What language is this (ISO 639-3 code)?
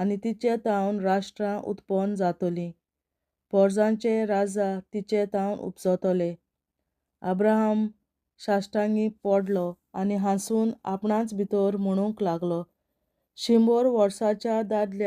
kok